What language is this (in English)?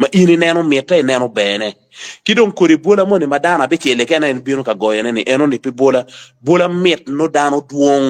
Acoli